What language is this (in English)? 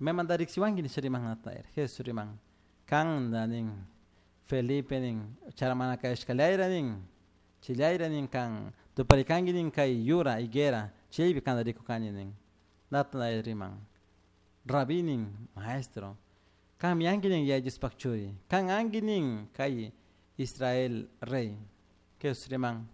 Chimborazo Highland Quichua